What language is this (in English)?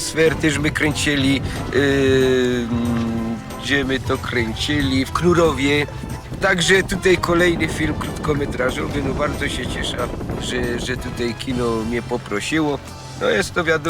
Silesian